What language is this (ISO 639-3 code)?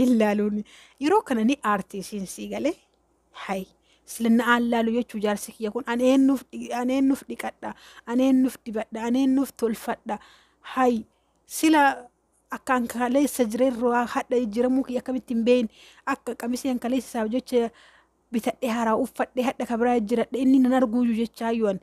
orm